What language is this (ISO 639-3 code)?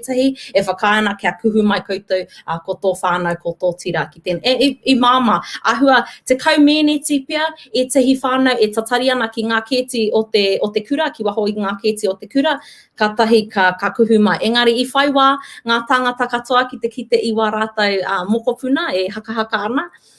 mri